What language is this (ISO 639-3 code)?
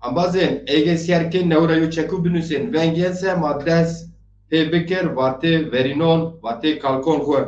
zza